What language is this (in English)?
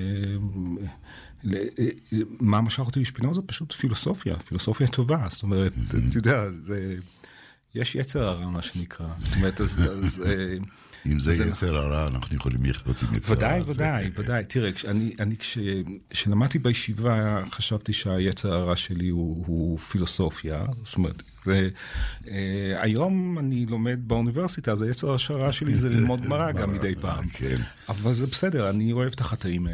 Hebrew